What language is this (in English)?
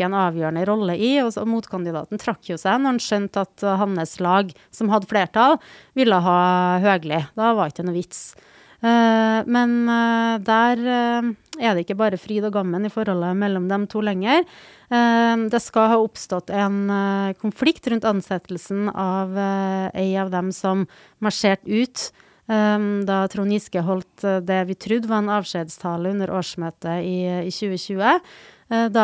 Norwegian